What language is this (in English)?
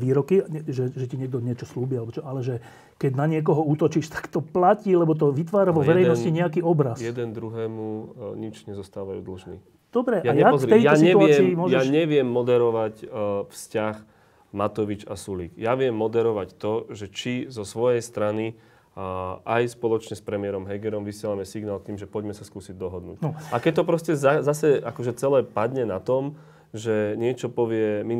Slovak